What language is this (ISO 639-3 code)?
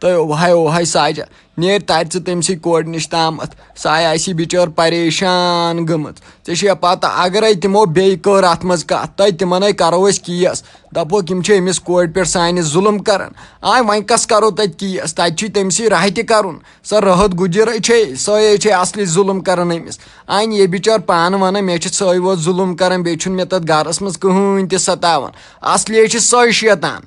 kas